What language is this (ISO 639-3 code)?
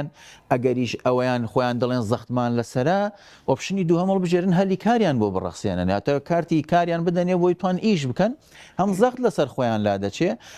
ckb